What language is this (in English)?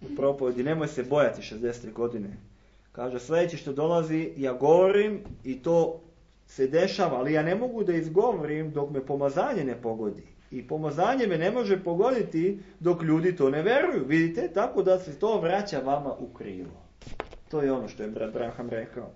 Serbian